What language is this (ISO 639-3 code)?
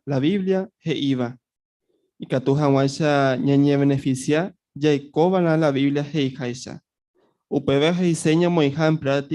grn